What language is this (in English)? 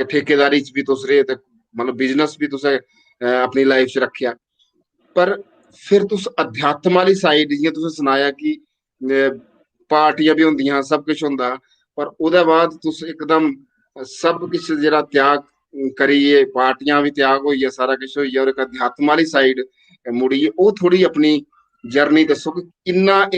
Dogri